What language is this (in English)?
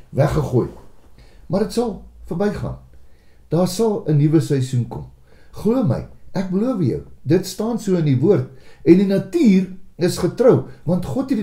Afrikaans